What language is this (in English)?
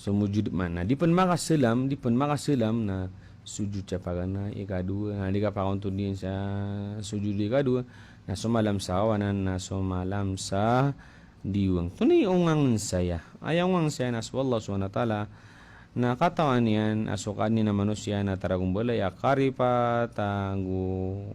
Maranao